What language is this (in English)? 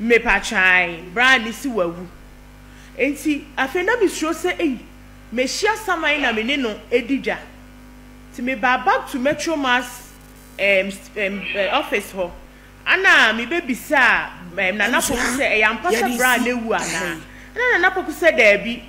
Akan